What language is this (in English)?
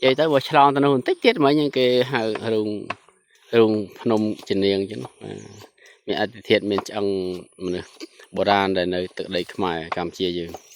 Khmer